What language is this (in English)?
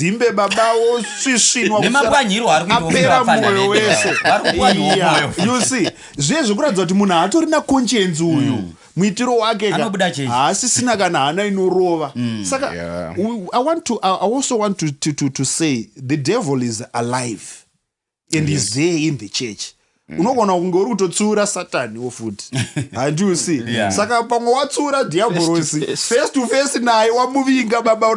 Shona